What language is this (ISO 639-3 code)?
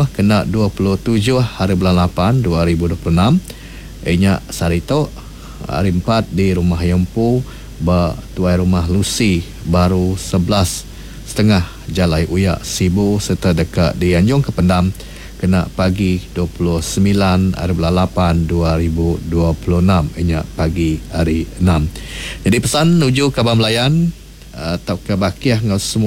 iba